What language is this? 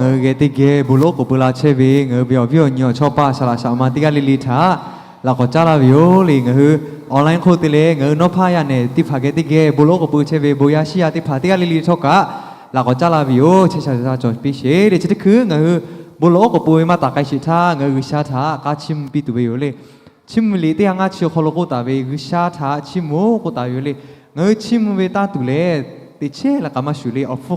Lahu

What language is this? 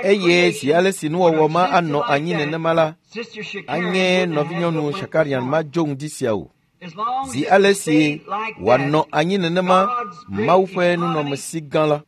Ewe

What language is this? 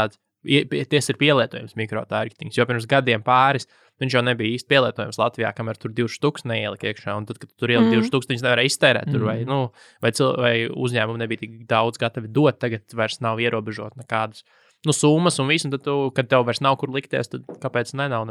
Latvian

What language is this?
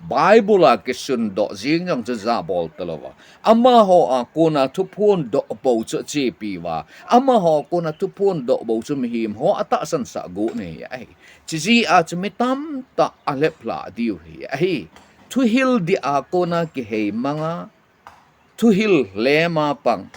Thado Chin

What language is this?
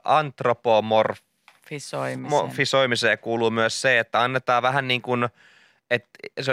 Finnish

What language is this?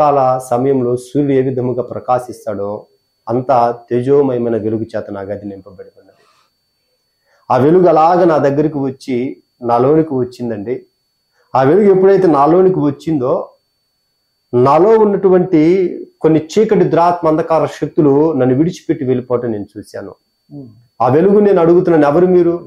Telugu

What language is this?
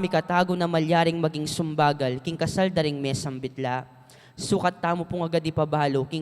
Pampanga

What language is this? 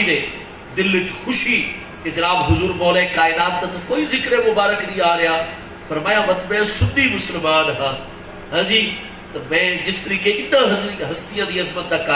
Saraiki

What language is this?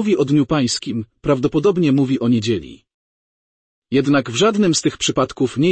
Polish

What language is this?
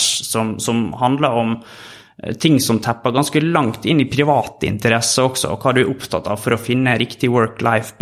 Norwegian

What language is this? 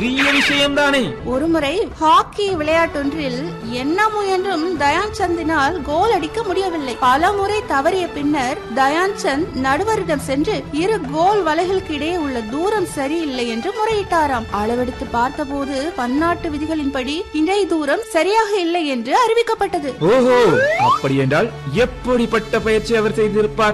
Tamil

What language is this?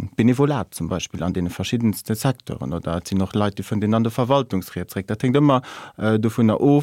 Luxembourgish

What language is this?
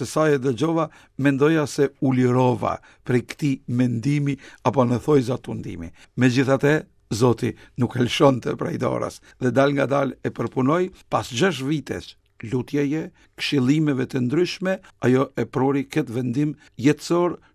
Albanian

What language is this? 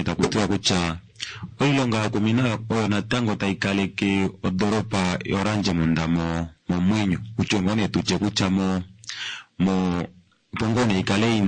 Kuanyama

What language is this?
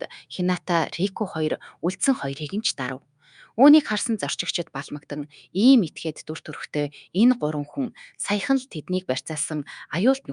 Mongolian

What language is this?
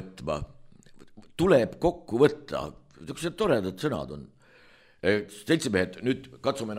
Estonian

